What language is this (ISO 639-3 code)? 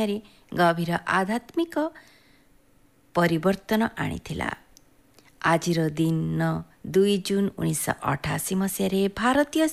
ori